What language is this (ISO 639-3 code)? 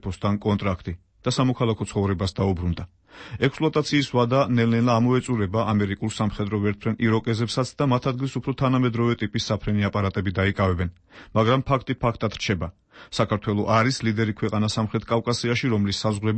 kat